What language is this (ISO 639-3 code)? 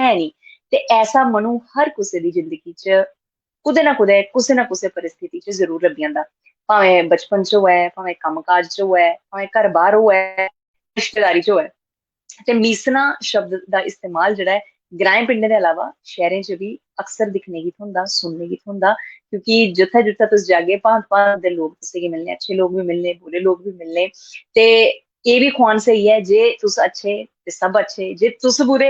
doi